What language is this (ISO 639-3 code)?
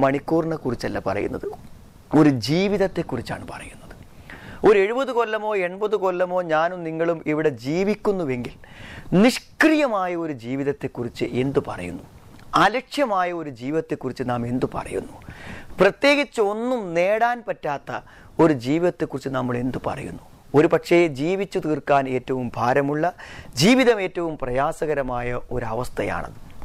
mal